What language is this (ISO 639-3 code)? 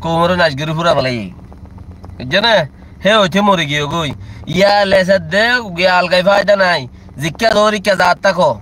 rhg